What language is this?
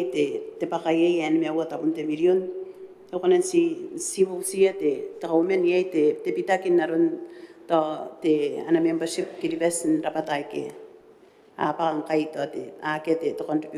Gilbertese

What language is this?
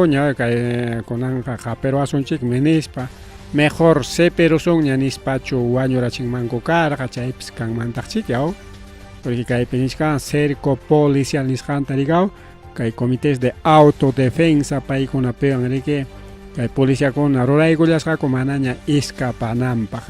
Ayacucho Quechua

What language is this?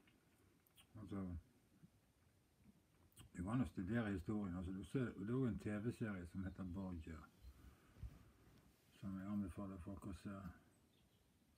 Norwegian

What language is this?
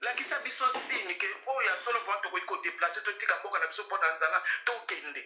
Lingala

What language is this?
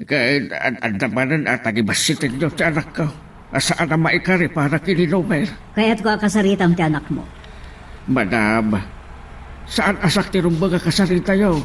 Iloko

